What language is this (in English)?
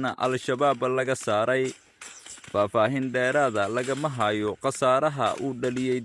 Somali